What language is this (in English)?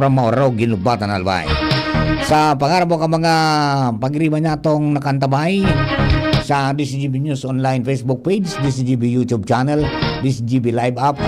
Bikol